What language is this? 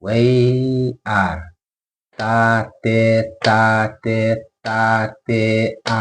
Khasi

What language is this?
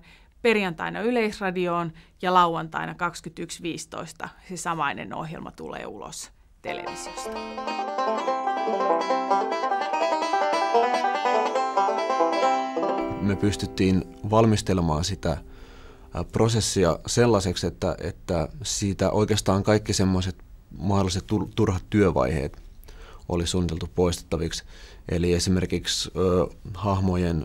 Finnish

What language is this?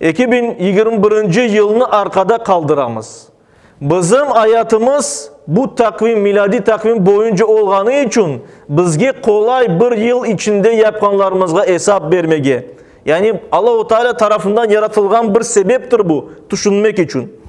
Crimean Tatar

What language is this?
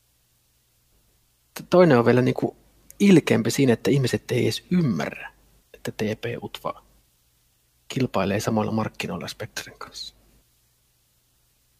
Finnish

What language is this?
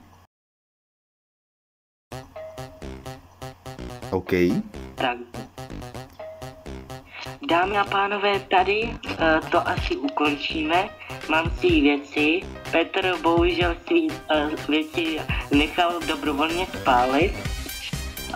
Czech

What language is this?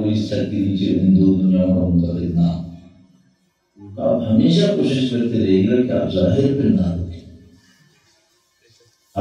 Urdu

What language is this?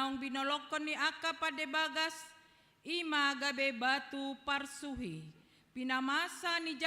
Batak Toba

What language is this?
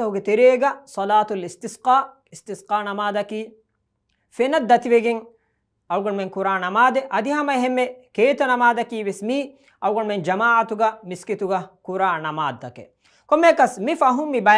Divehi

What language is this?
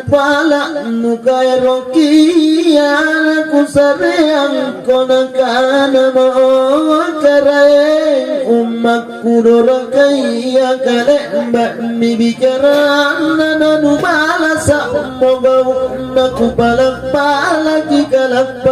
Makasar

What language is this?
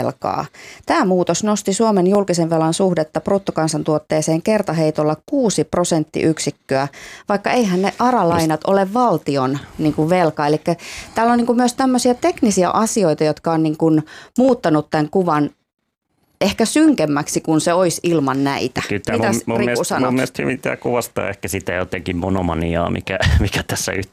Finnish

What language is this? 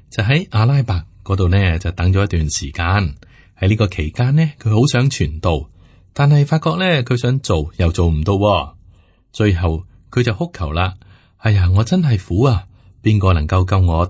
Cantonese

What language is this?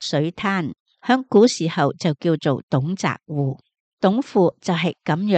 Cantonese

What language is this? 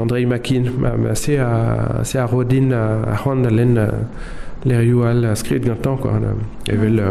Breton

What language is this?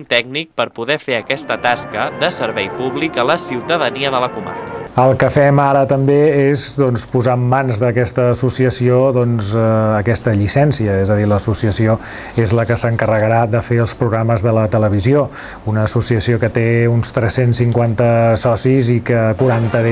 Catalan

